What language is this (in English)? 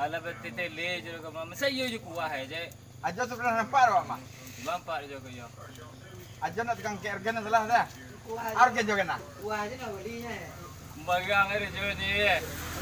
Minangkabau